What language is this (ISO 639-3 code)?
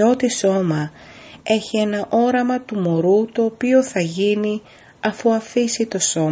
ell